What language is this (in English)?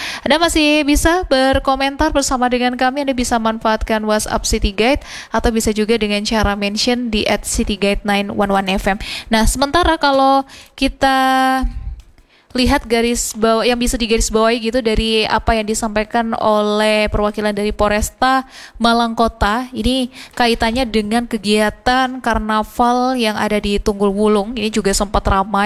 Indonesian